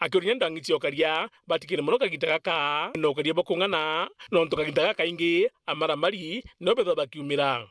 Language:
Meru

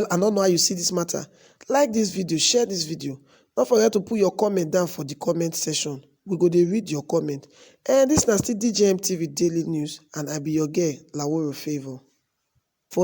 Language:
Nigerian Pidgin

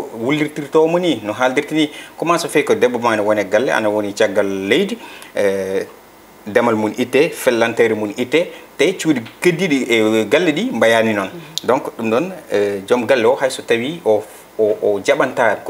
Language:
Fula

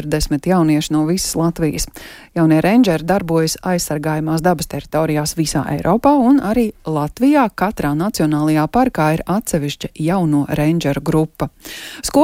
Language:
Latvian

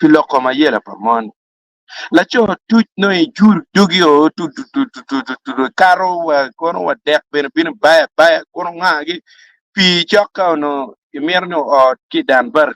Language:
Acoli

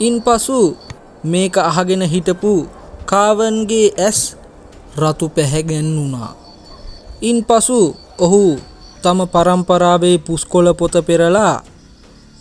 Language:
Sinhala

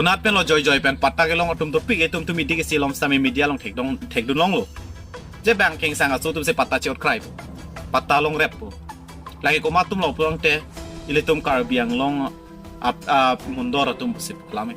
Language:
Karbi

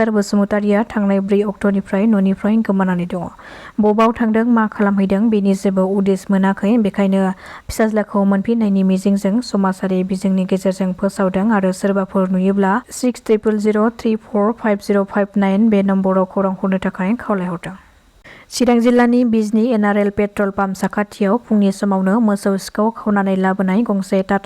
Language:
Bodo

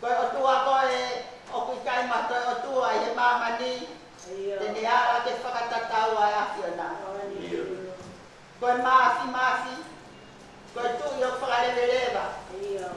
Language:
Tongan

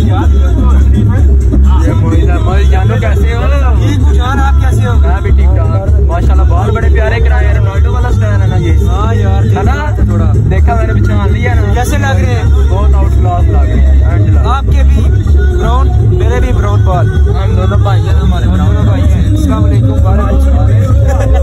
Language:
Hindi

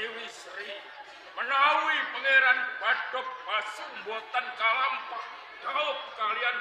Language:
Javanese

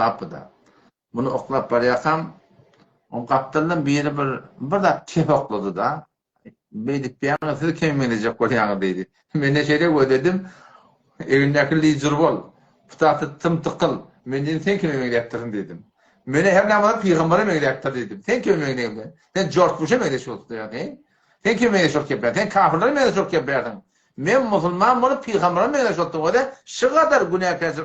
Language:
Turkmen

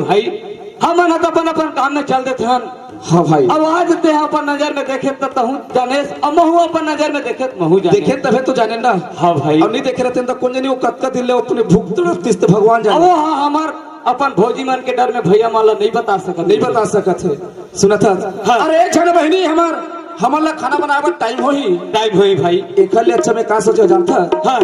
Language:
Chhattisgarhi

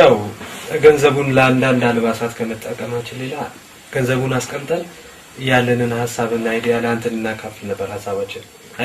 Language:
Amharic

